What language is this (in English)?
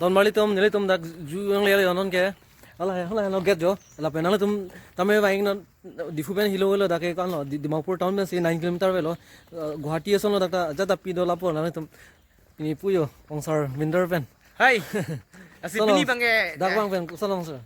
Karbi